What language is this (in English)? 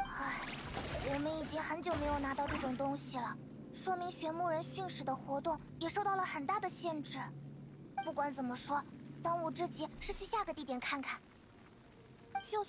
Chinese